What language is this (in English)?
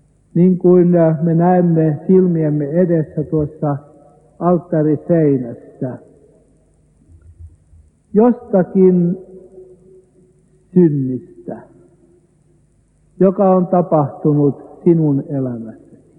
Finnish